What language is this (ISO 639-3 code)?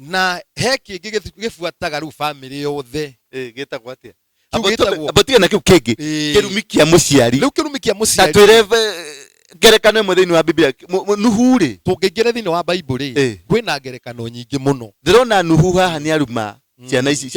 kik